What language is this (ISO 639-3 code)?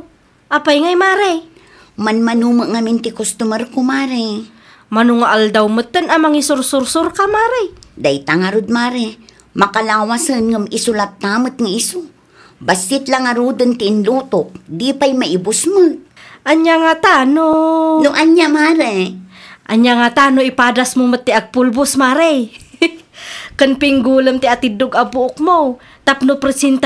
ilo